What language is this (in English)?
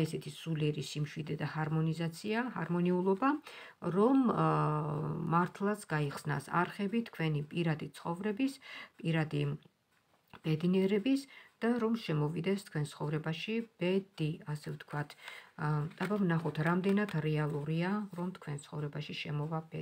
Georgian